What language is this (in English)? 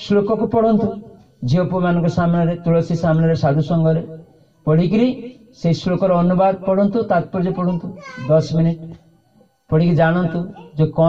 Odia